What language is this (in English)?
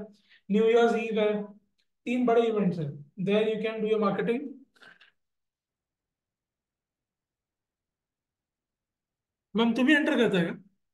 Hindi